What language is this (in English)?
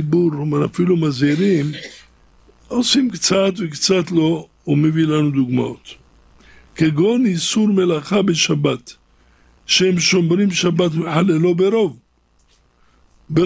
Hebrew